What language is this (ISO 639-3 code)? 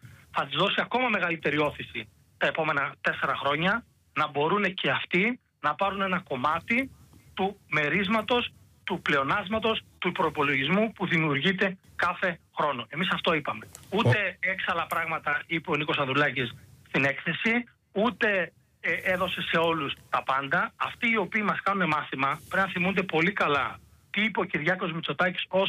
ell